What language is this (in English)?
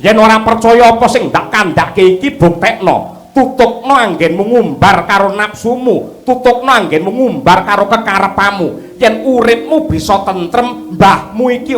Javanese